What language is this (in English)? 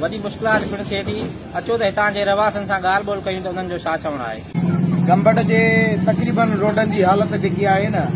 Sindhi